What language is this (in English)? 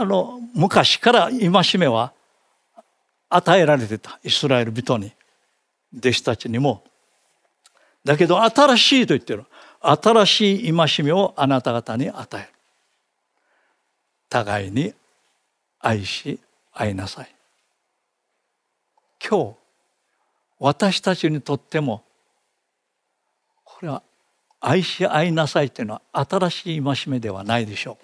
Japanese